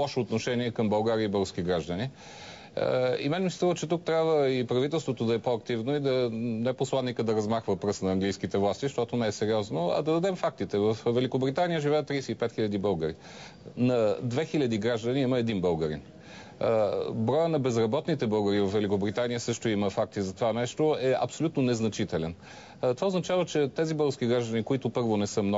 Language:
Bulgarian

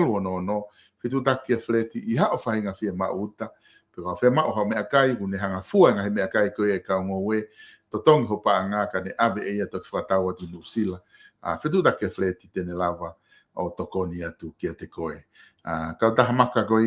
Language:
Tongan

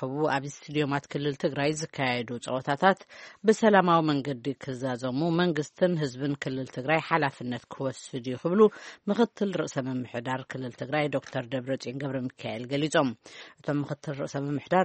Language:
Tigrinya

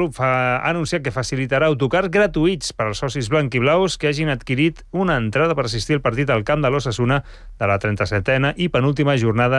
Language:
Catalan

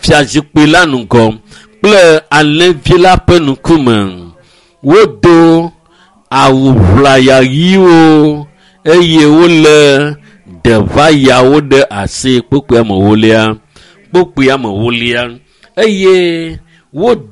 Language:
Ewe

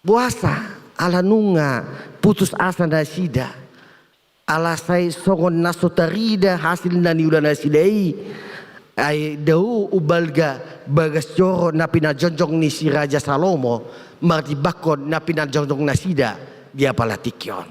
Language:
Batak Toba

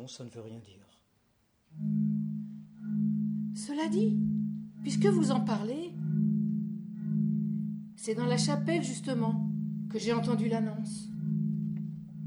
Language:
French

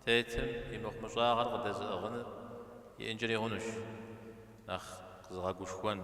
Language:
Kabardian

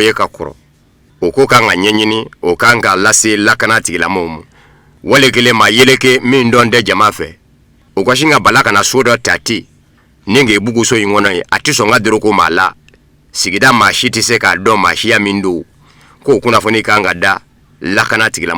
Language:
Bambara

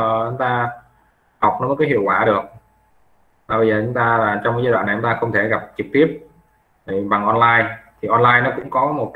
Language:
Vietnamese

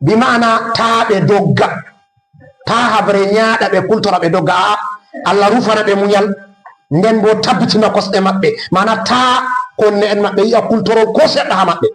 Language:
Fula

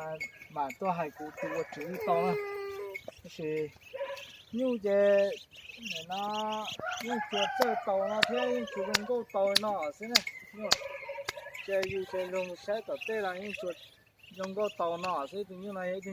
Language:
Hmong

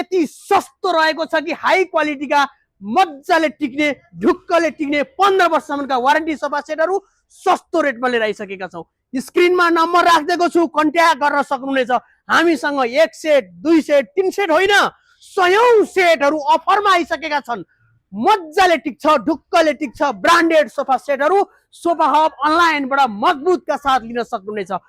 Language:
Nepali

